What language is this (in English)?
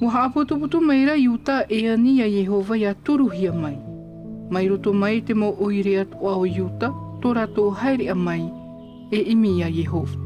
Tahitian